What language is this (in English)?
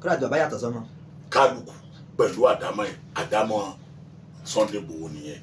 Yoruba